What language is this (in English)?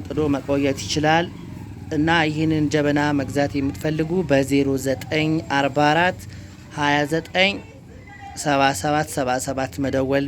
Amharic